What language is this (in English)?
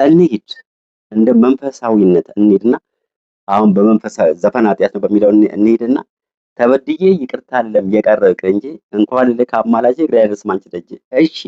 Amharic